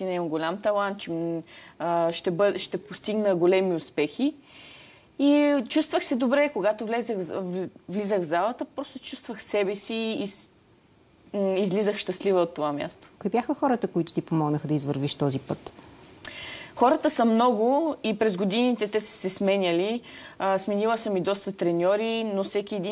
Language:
Bulgarian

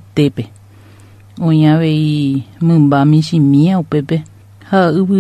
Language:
Guarani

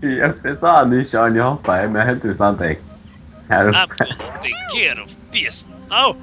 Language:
Faroese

